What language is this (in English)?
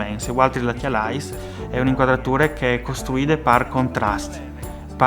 Friulian